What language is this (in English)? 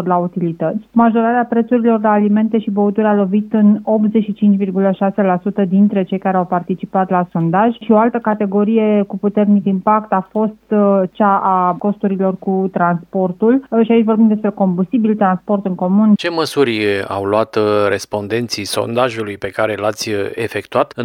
Romanian